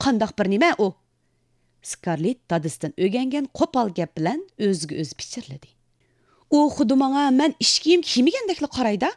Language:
Uyghur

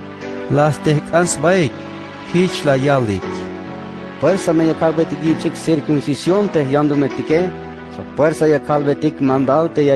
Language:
Tzeltal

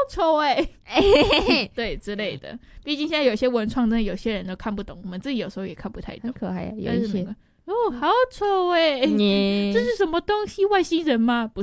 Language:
Chinese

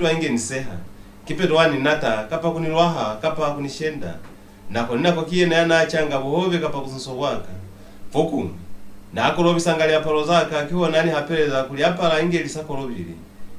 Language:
Lozi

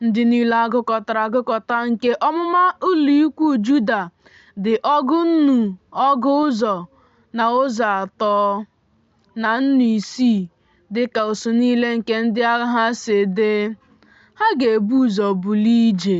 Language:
Igbo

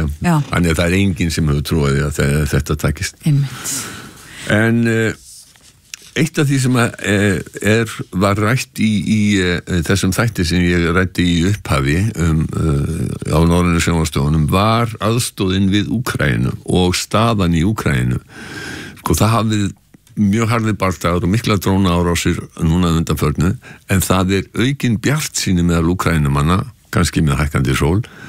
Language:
Icelandic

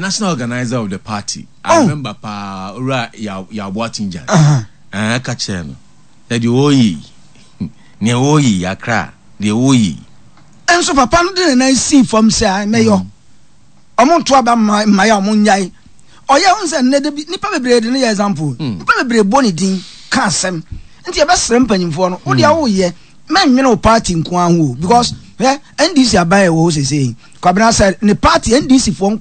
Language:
Akan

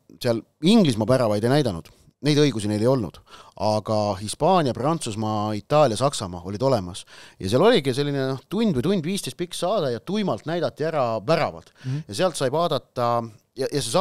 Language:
Estonian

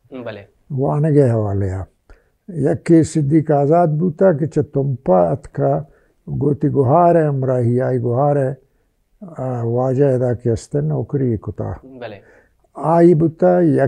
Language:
Baluchi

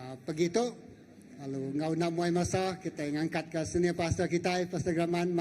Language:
Iban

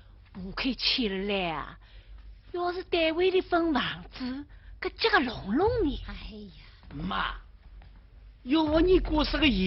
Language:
Wu Chinese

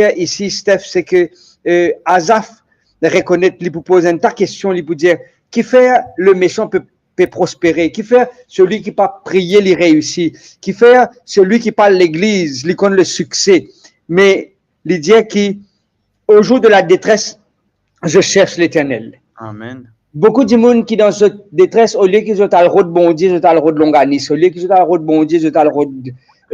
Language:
Morisyen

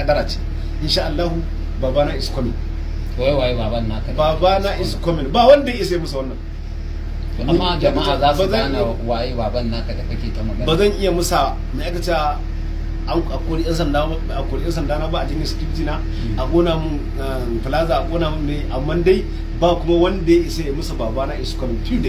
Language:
Hausa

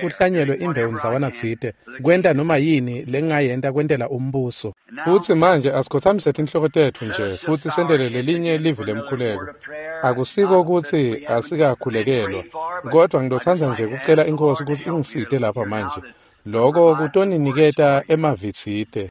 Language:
Swati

